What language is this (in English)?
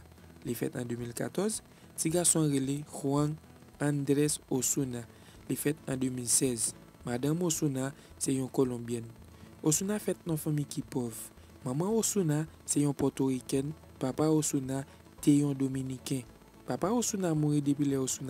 Haitian Creole